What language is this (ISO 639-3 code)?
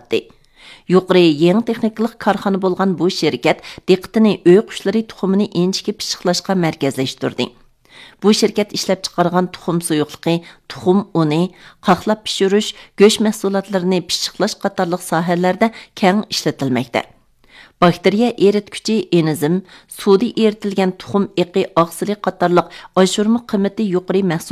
uig